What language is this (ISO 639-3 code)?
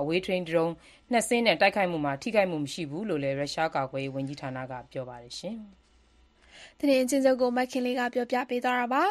mya